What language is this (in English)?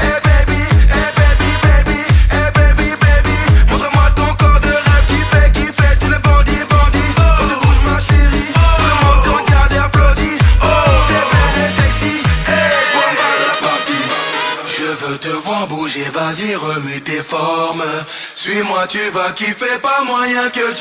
French